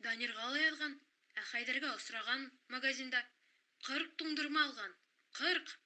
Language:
Bashkir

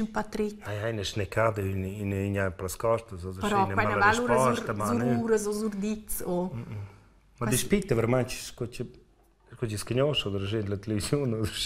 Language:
Romansh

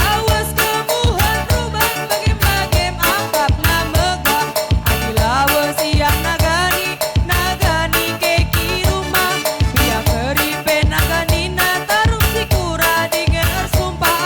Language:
Batak Karo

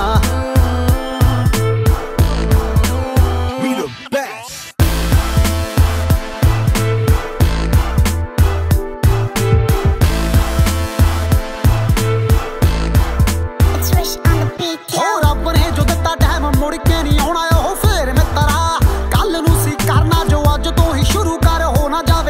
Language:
Punjabi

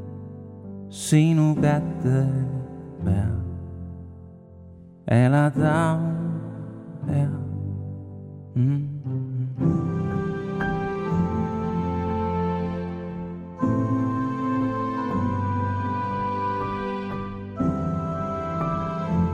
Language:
Estonian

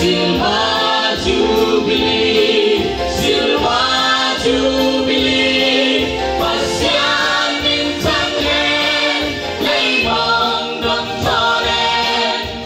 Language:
Tedim Chin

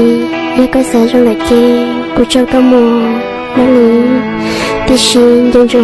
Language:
Hmong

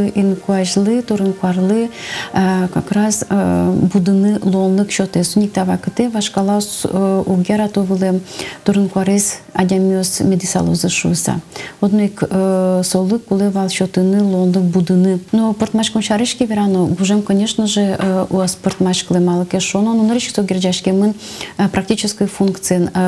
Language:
Udmurt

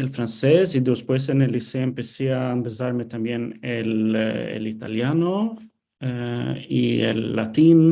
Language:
Ladino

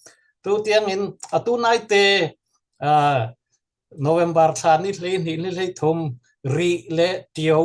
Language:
Falam Chin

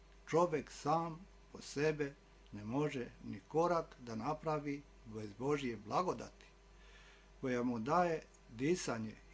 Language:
Serbian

